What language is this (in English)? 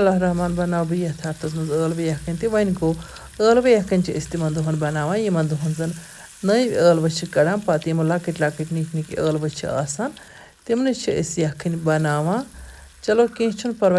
Kashmiri